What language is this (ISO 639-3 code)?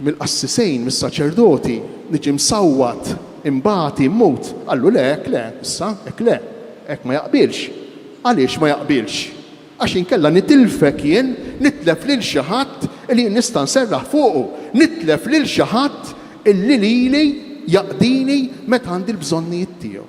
mlt